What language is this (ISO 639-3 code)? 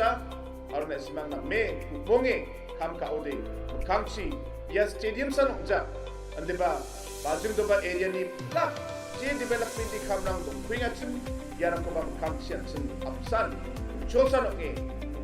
grt